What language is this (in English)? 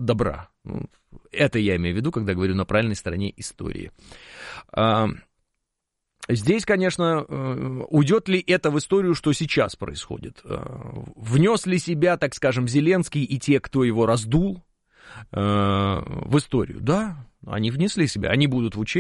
Russian